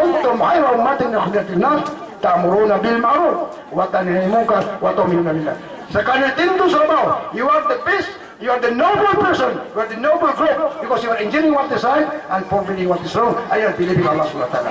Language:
Maranao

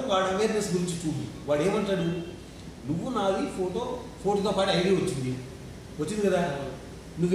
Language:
Telugu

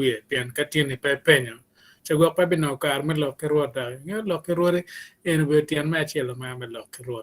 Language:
Acoli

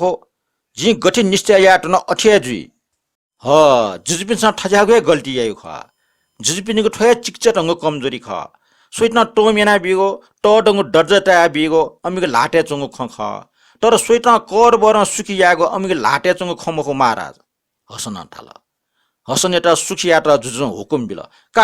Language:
Newari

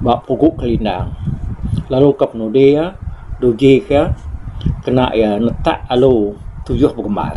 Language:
Iban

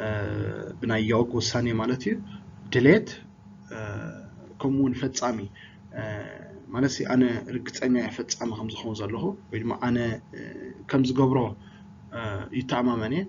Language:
Tigrinya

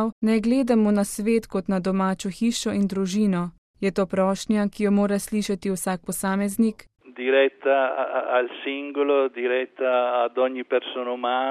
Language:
Slovenian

